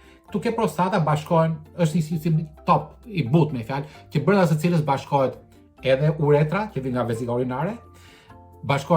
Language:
Albanian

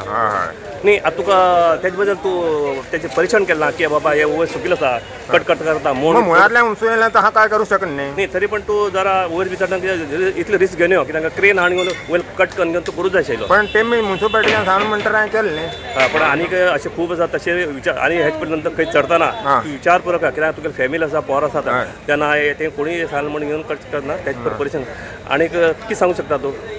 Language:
Konkani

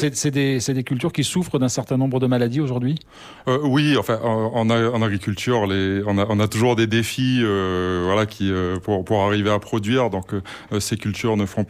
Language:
French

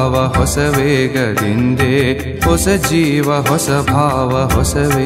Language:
Kannada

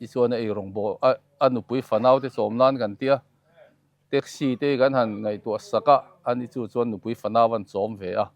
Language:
Mizo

